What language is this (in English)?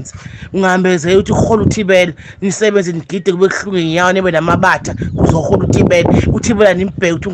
Zulu